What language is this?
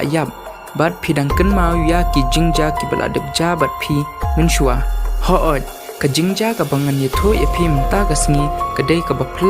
Khasi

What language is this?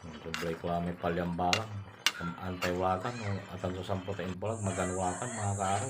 Pangasinan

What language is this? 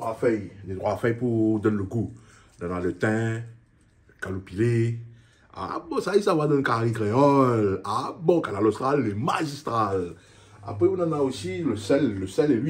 Réunion Creole French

